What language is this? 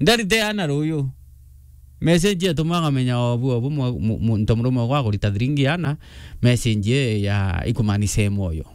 Meru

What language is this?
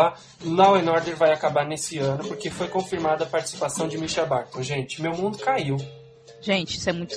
Portuguese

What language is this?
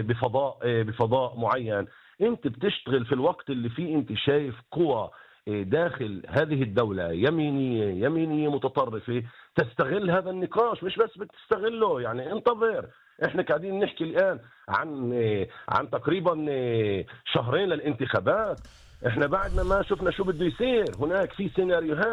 North Levantine Arabic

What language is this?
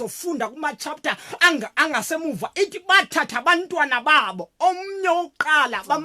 Zulu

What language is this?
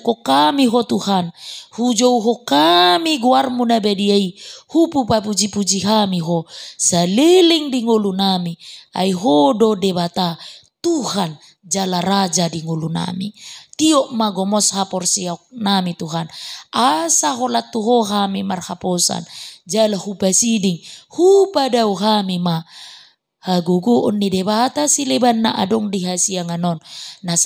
Batak Toba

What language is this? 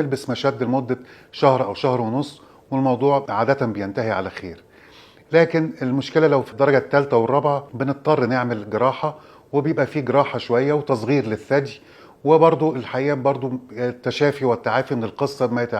Egyptian Arabic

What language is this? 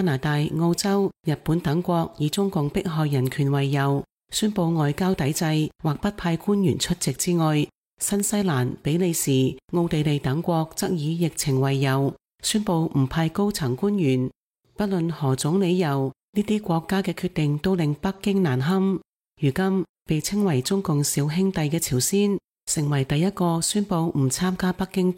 Cantonese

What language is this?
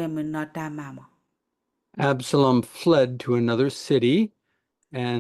S'gaw Karen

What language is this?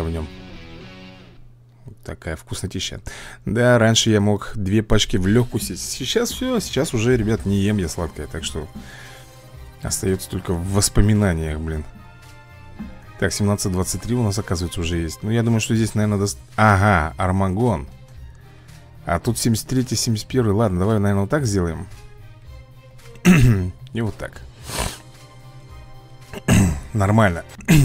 Russian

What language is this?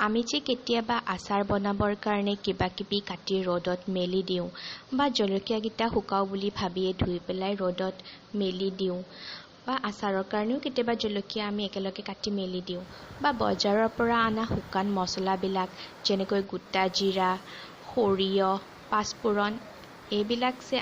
Assamese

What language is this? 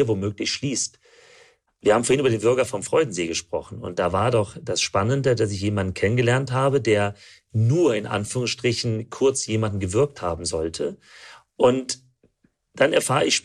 German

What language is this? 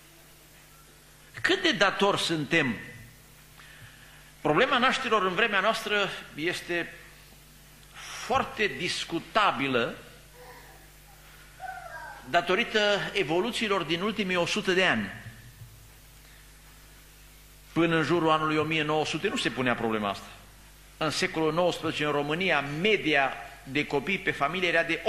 Romanian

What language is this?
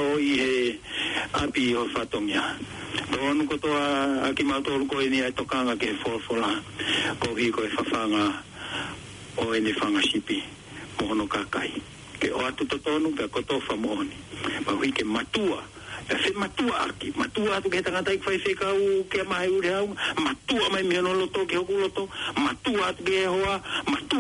Tongan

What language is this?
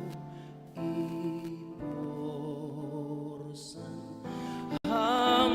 Batak Simalungun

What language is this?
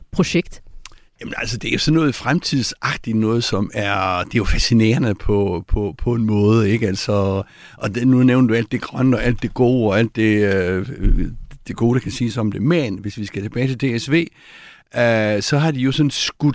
Danish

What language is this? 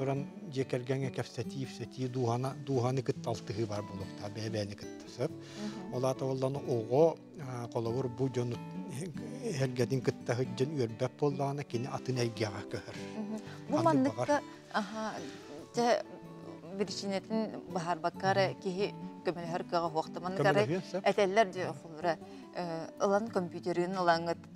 Yakut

